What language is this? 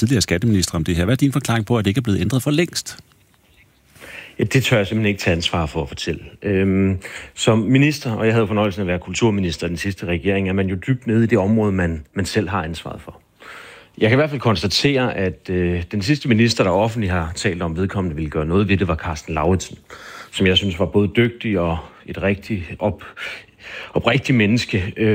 Danish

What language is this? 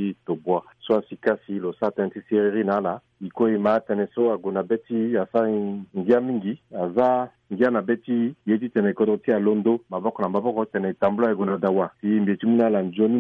Sango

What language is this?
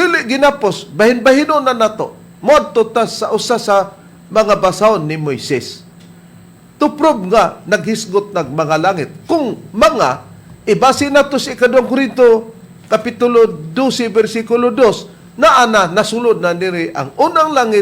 Cebuano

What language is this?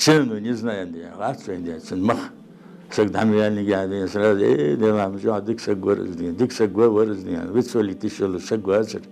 Ingush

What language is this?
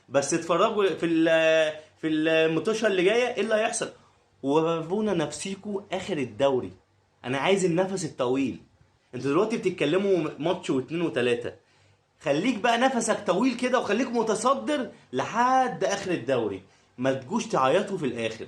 Egyptian Arabic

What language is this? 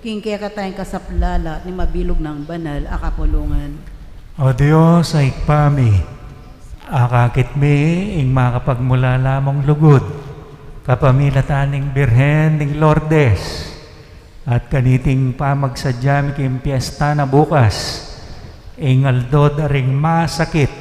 Pampanga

